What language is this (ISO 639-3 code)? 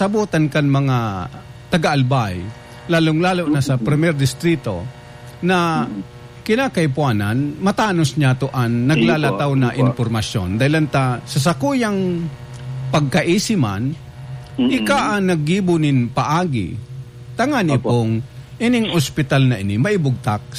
bik